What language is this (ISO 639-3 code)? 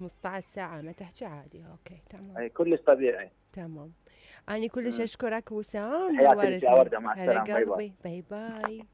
acm